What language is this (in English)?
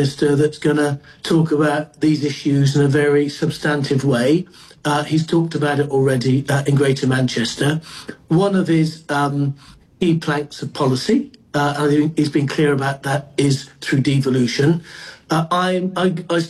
English